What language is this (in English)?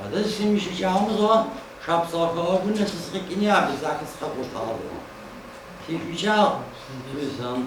Adyghe